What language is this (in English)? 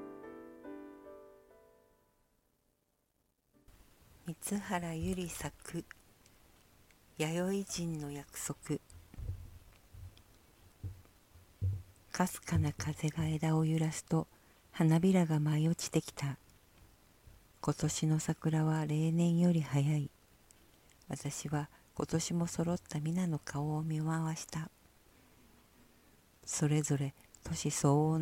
Japanese